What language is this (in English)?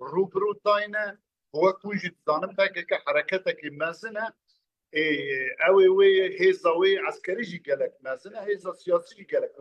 Kurdish